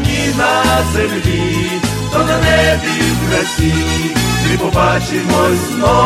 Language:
Ukrainian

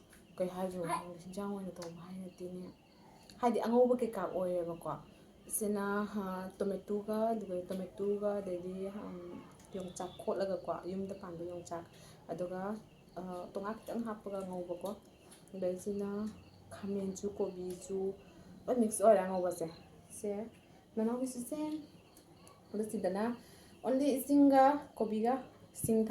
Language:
Manipuri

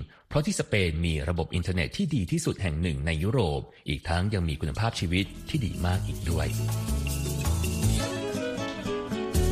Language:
Thai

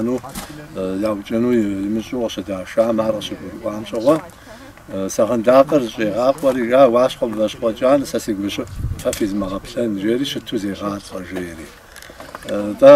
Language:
Kabardian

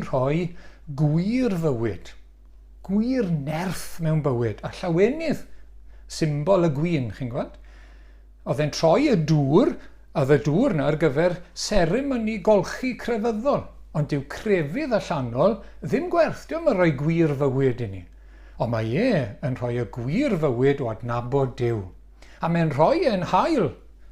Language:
Welsh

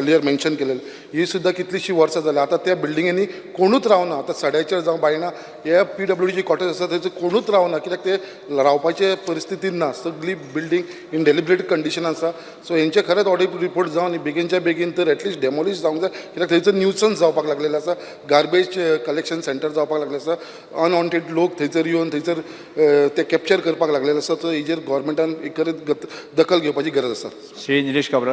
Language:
Konkani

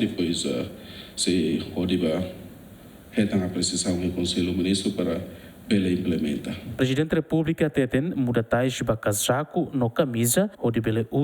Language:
Tetum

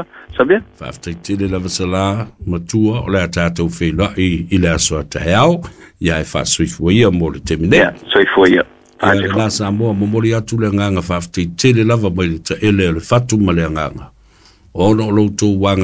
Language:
Samoan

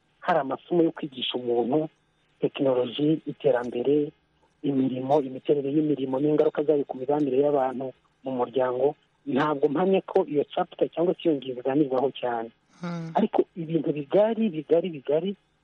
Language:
Kinyarwanda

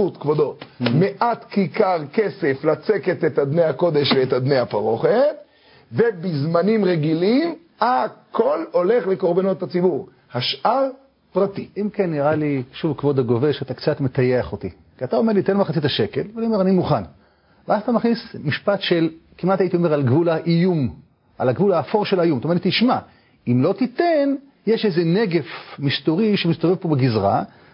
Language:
Hebrew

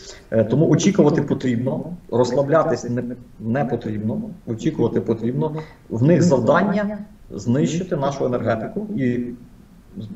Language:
Ukrainian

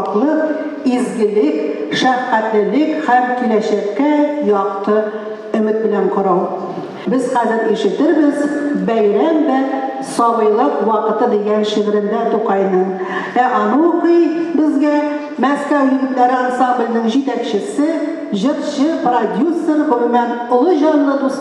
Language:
Tatar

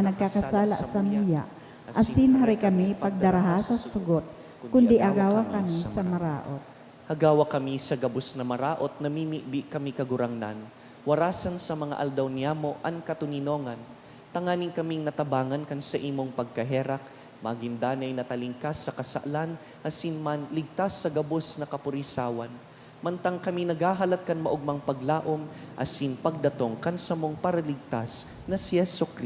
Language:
Bikol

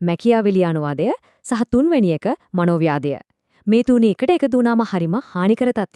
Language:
Sinhala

